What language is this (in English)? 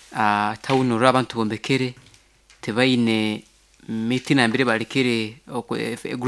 Nyoro